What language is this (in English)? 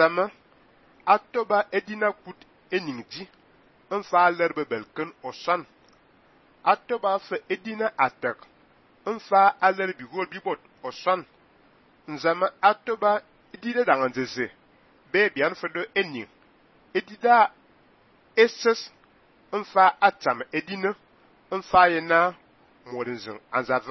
Fang